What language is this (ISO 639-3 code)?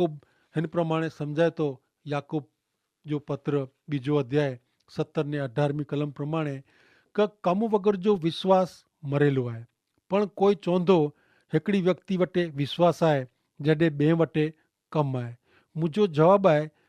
kfr